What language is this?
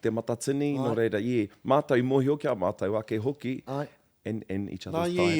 Māori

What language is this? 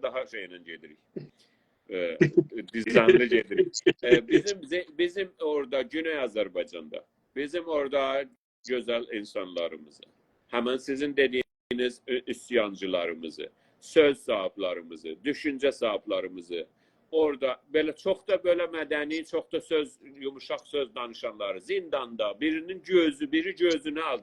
South Azerbaijani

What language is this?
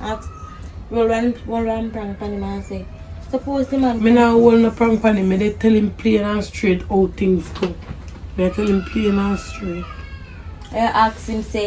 Jamaican Creole English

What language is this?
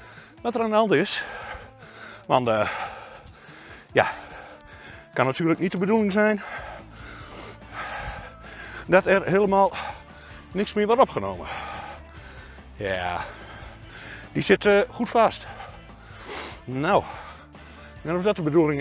Dutch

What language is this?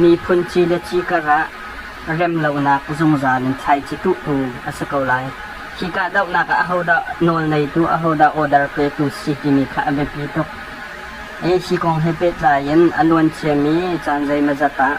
Hakha Chin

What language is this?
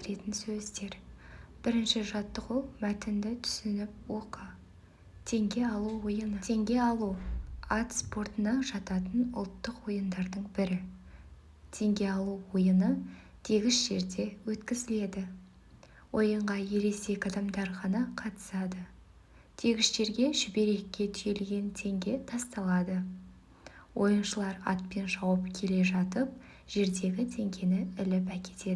Kazakh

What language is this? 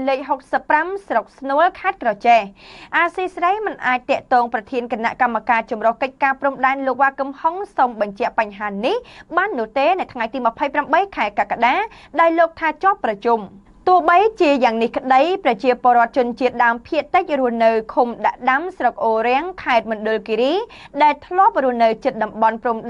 Khmer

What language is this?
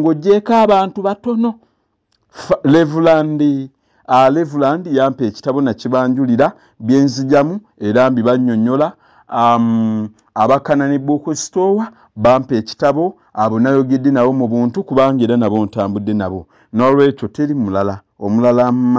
Ganda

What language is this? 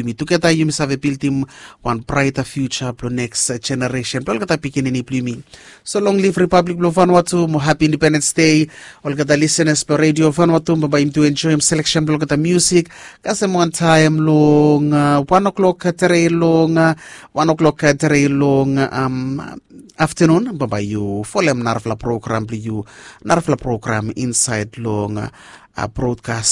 Bislama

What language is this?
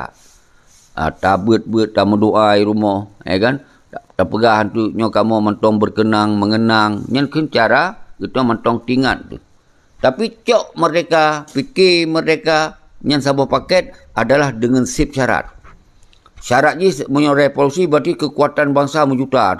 Achinese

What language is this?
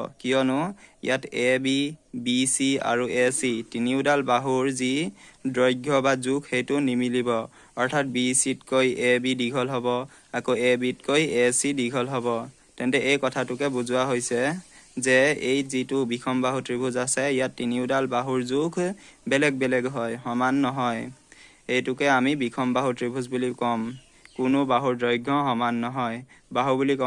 Assamese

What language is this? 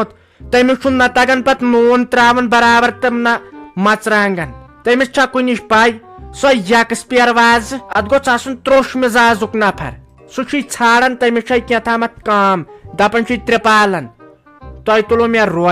Kashmiri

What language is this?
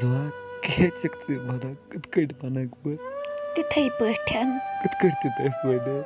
Kashmiri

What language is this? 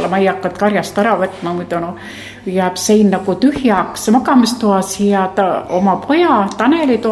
Estonian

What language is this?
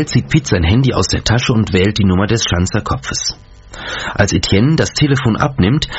German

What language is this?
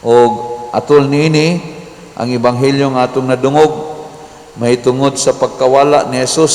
Cebuano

